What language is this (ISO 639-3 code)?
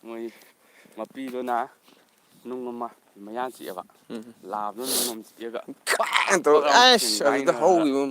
mni